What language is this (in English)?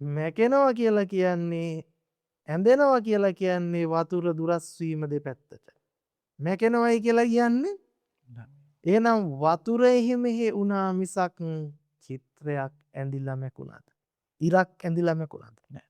Sinhala